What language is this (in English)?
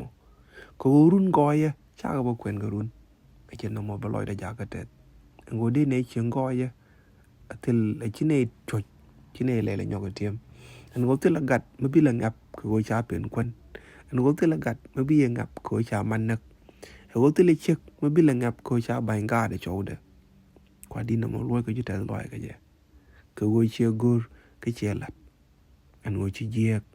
Nuer